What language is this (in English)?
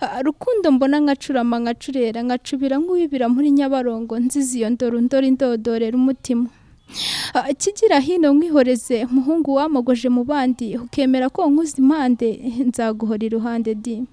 Kinyarwanda